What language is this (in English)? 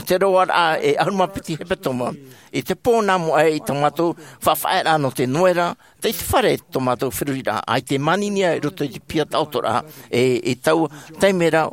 Tahitian